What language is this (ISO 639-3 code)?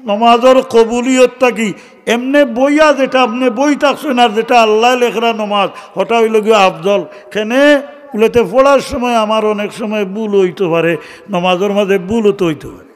syl